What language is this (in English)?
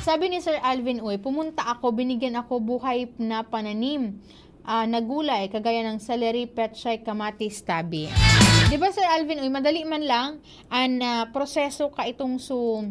Bikol